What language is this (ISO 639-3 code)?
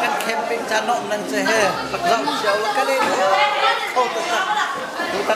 cnh